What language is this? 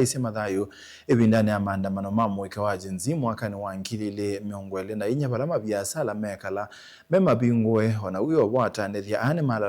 Kamba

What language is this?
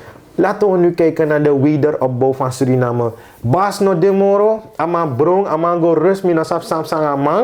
Sranan Tongo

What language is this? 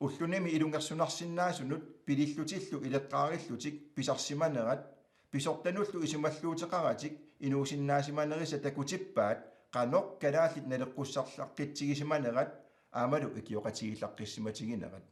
Kalaallisut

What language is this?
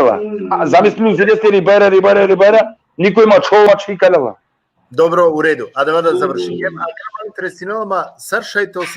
Balkan Romani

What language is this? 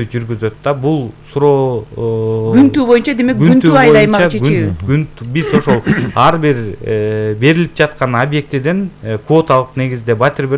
Kyrgyz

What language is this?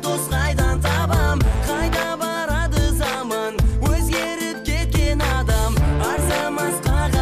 Kara-Kalpak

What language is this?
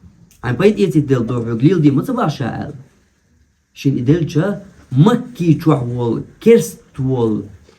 Chechen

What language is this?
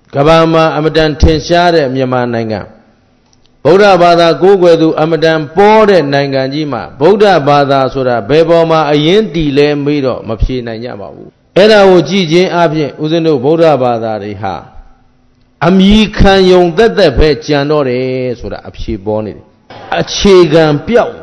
Burmese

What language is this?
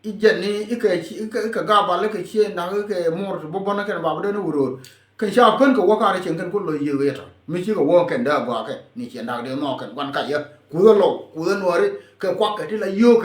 Nuer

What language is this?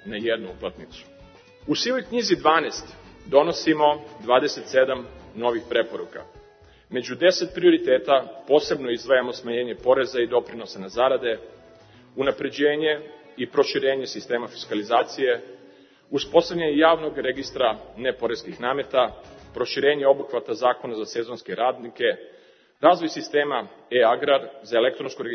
Serbian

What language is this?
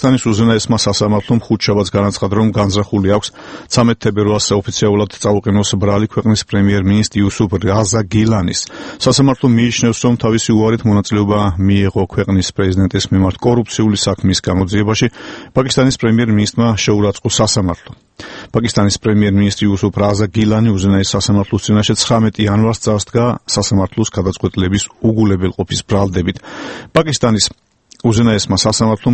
Georgian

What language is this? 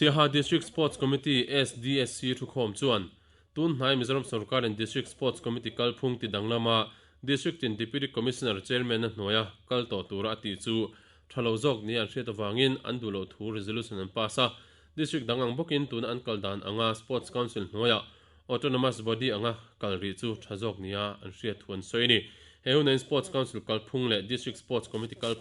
Mizo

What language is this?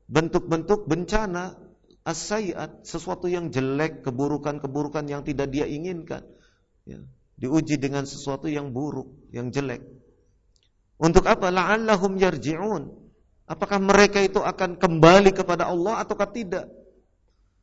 Indonesian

